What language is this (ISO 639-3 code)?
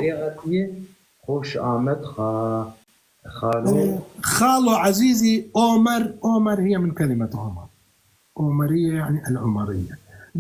apc